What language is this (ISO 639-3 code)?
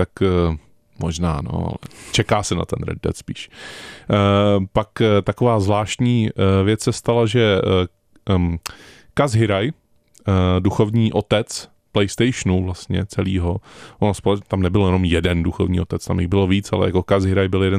ces